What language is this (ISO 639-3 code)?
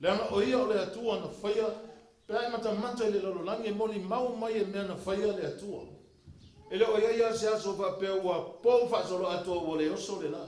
smo